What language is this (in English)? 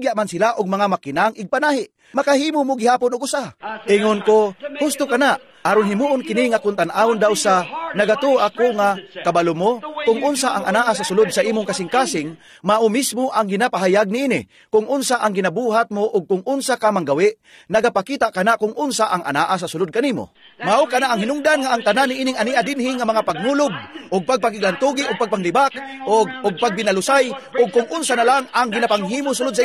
Cebuano